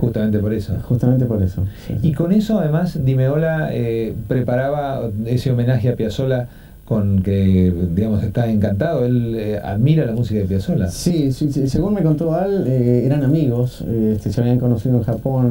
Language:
Spanish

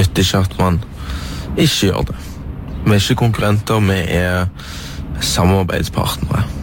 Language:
Norwegian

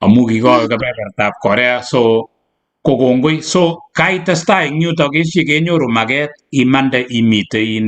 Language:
Kalenjin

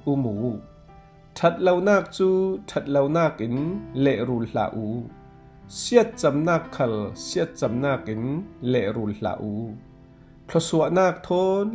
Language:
Falam Chin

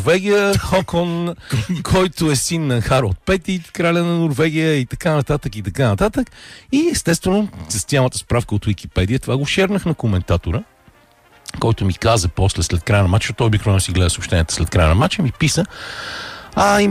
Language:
Bulgarian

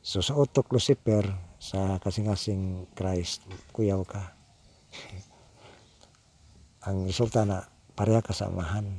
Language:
Cebuano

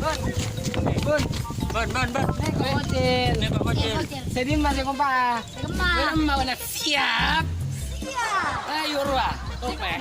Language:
Madurese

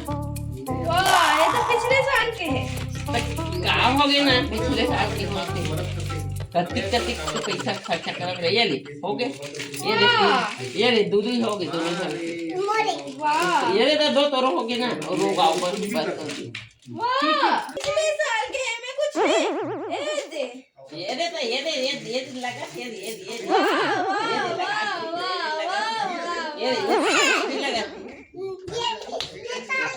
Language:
Chhattisgarhi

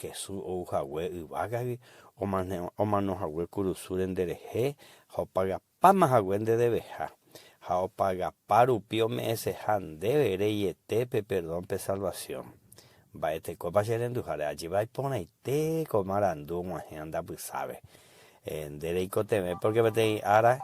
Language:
Guarani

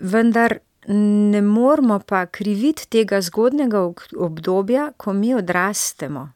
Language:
Slovenian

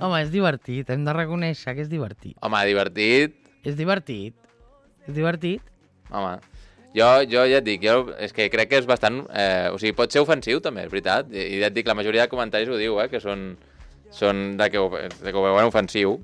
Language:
Catalan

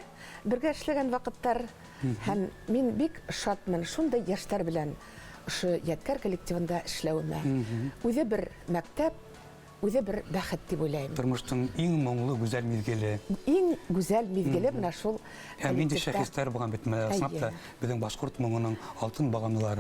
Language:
Bashkir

